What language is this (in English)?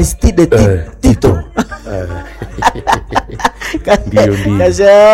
Swahili